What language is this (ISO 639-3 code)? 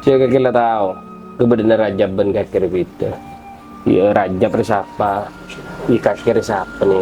mad